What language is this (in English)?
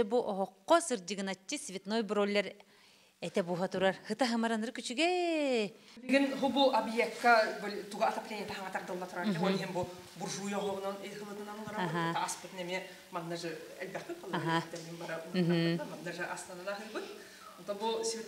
Yakut